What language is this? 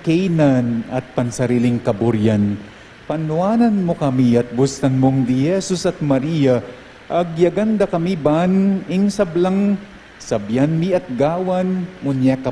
Pampanga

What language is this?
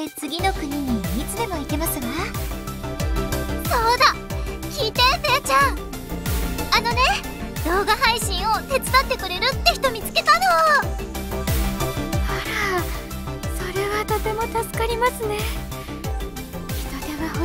Japanese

